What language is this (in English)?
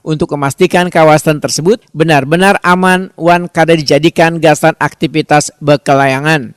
Banjar